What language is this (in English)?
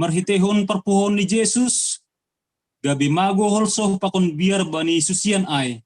Batak Simalungun